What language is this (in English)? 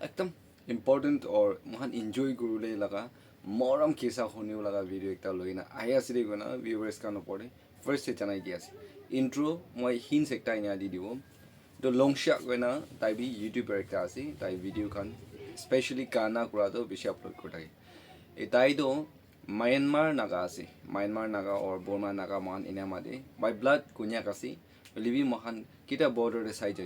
Naga Pidgin